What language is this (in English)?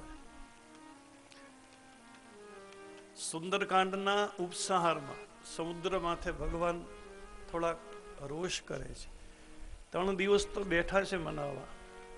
Gujarati